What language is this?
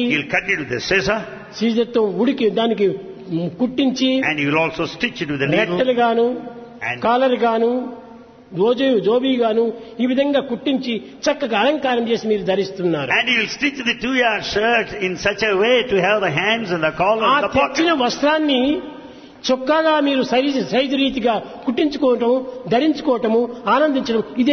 Telugu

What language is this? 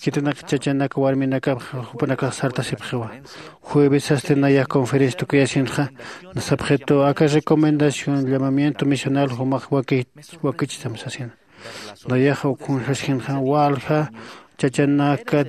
Aymara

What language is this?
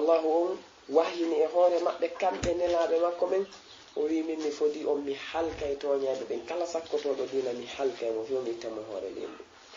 Fula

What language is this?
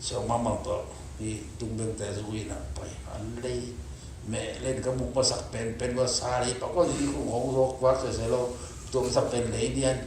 Tedim Chin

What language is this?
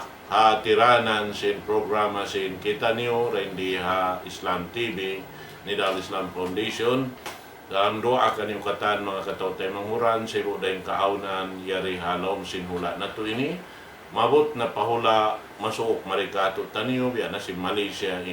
Tausug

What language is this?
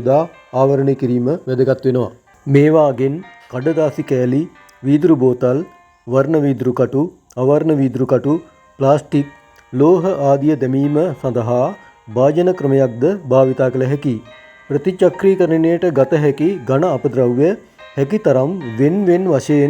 Sinhala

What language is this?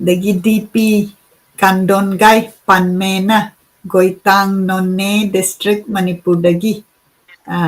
Manipuri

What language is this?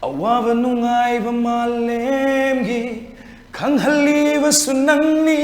Manipuri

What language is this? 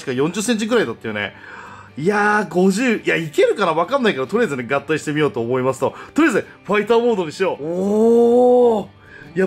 Japanese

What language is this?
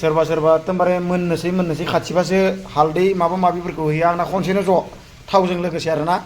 Bodo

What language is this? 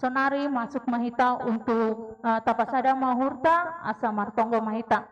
Batak Simalungun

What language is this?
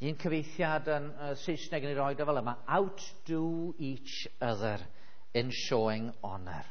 Welsh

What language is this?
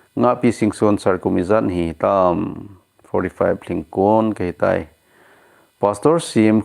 Thado Chin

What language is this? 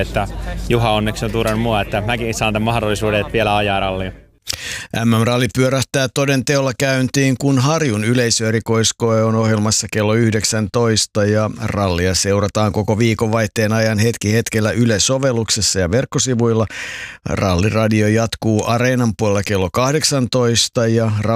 Finnish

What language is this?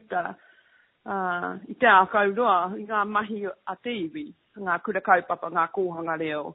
Māori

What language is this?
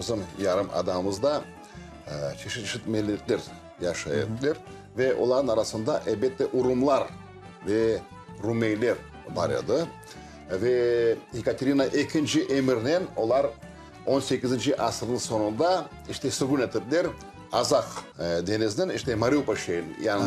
Crimean Tatar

